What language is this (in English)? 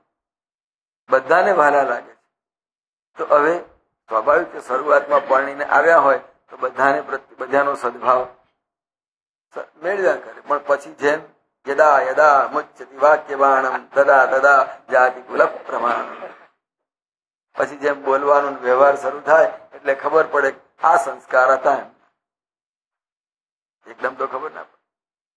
Gujarati